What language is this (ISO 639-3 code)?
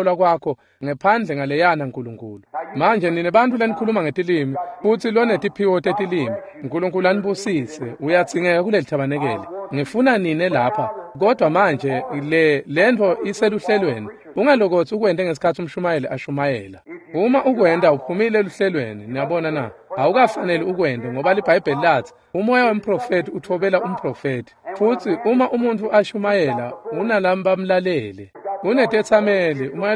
ssw